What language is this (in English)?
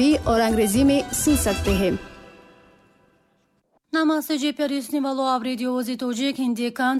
Hindi